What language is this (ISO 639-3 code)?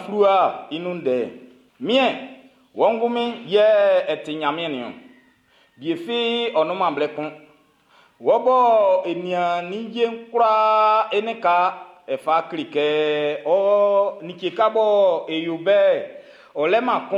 bci